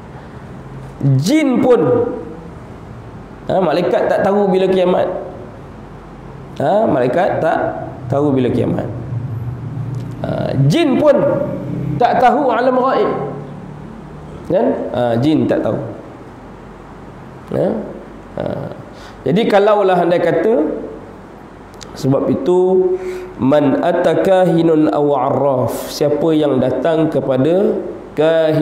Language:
Malay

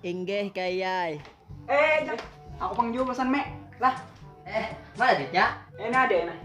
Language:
Banjar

